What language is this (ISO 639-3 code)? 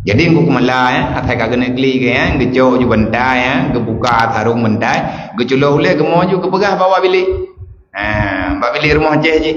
ace